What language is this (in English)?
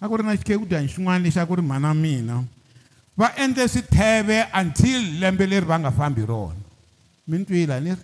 Tsonga